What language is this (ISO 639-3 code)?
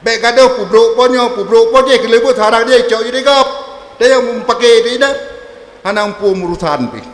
ace